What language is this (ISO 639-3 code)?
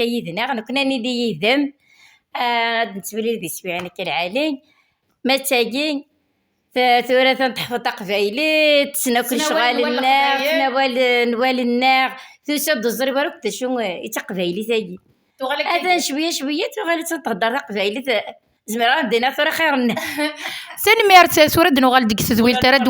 kab